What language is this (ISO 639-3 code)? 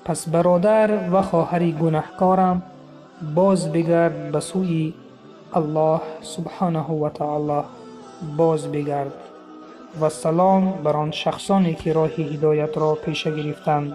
tgk